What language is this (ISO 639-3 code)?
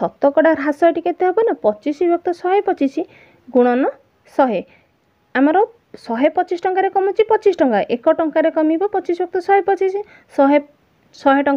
ori